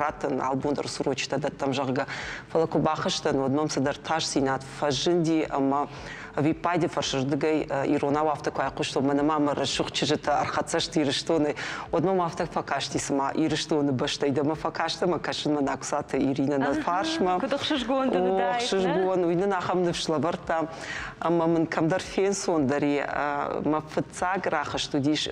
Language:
Ossetic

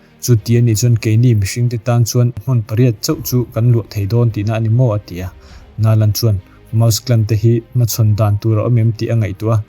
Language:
Mizo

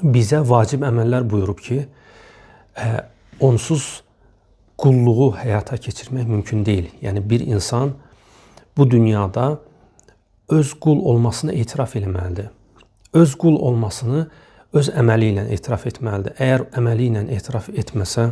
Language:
Azerbaijani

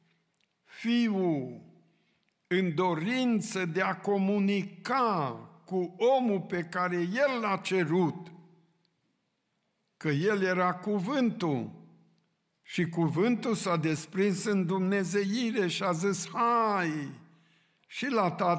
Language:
Romanian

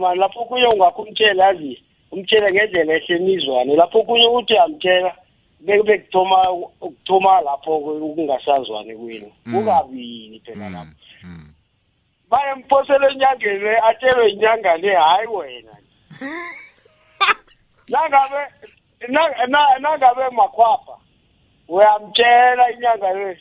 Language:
South Ndebele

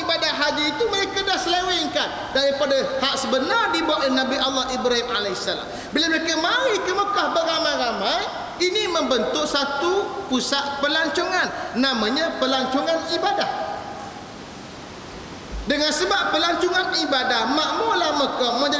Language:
Malay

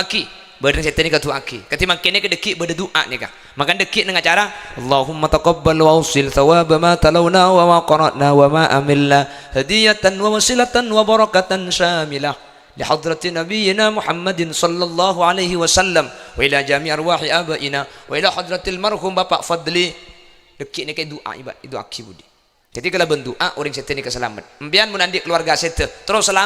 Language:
Madurese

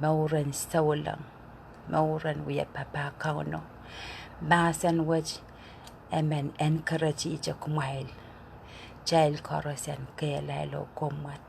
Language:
Pohnpeian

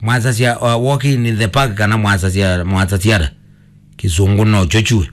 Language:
Kamba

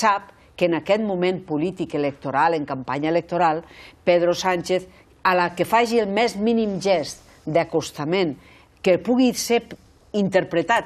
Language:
Catalan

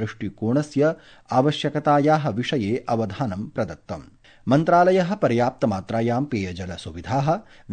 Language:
Sanskrit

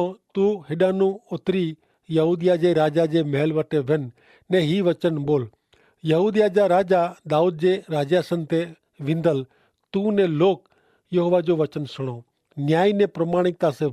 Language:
Kachhi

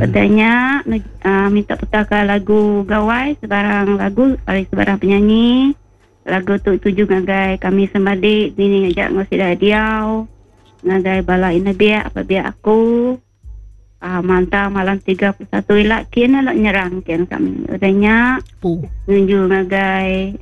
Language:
Iban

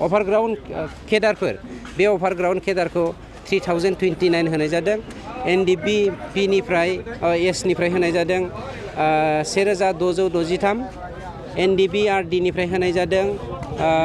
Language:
Bodo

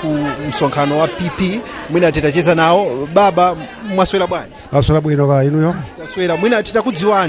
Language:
Nyanja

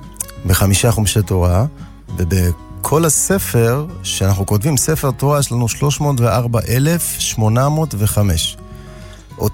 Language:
Hebrew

